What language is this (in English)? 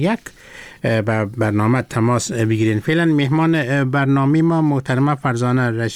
Persian